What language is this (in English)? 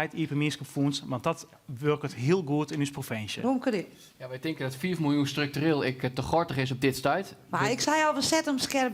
Western Frisian